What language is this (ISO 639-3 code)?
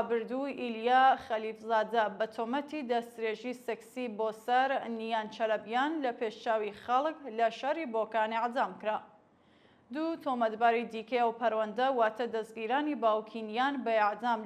ckb